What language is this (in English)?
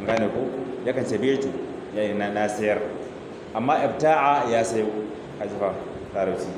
Hausa